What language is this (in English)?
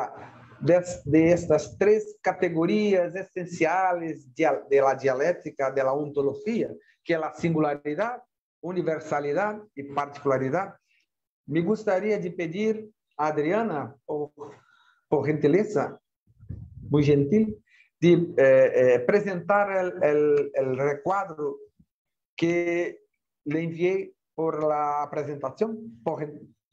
Portuguese